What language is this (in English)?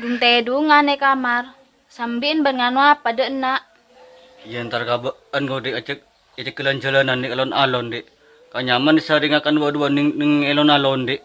Madurese